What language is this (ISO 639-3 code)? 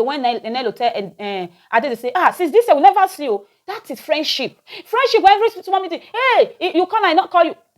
pcm